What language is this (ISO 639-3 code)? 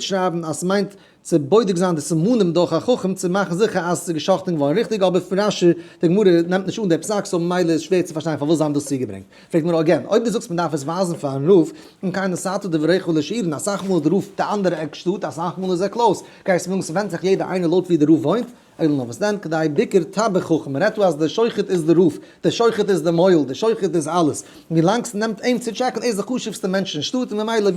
yid